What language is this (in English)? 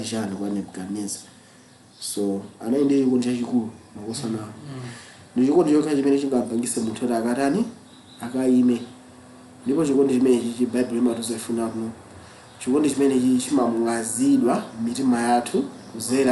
Nyanja